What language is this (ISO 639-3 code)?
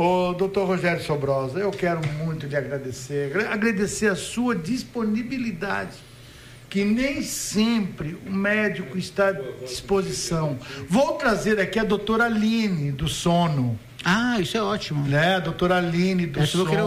por